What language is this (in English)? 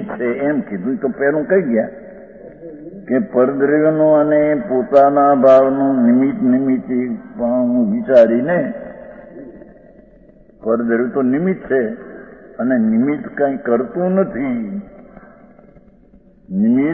Gujarati